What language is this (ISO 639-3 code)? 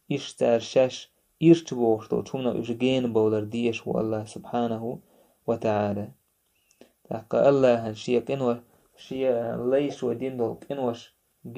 che